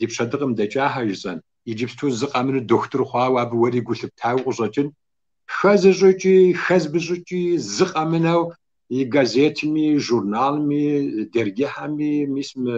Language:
Kabardian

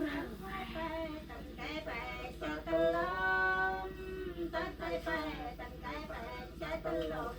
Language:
Central Mnong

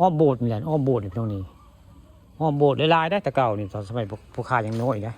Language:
Northeastern Thai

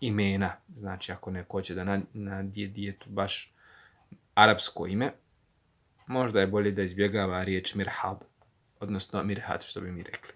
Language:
Bosnian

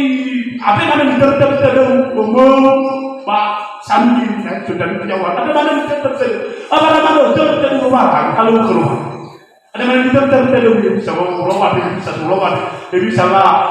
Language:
Nias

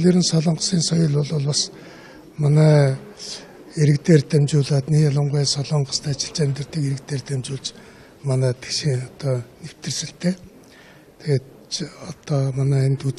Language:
Mongolian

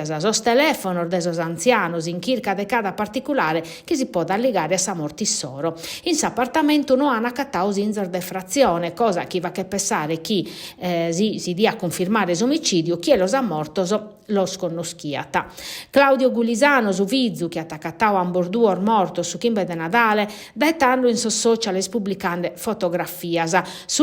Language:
Sardinian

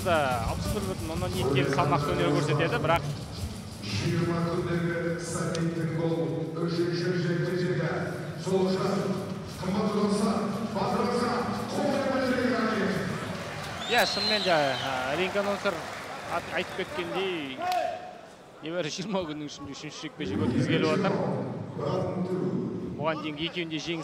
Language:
Kazakh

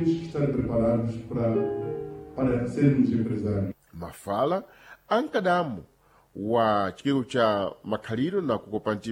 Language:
Sena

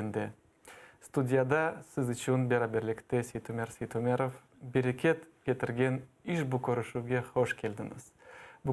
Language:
Crimean Tatar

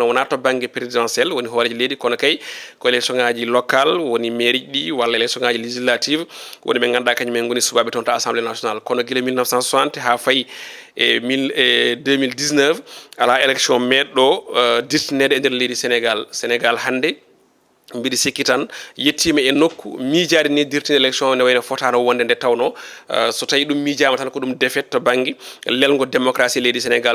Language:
Fula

